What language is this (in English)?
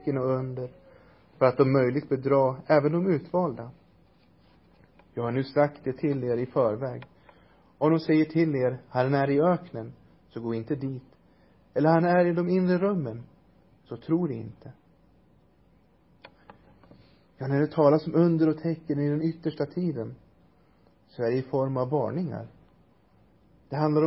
Swedish